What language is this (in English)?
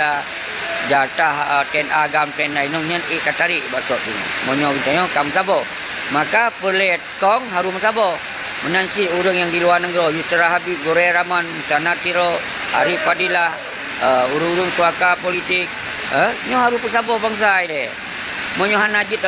Achinese